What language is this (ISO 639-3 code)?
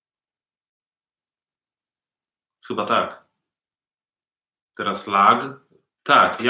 pol